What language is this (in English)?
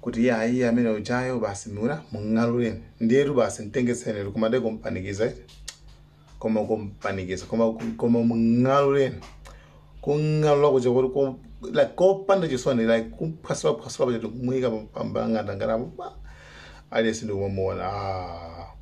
Nyanja